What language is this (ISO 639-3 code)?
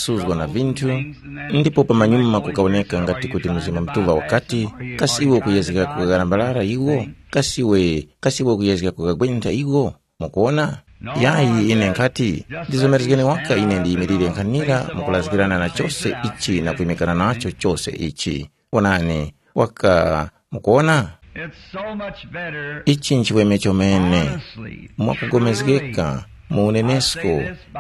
tum